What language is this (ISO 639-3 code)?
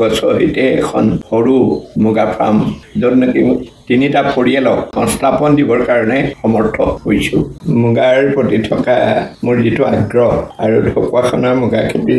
asm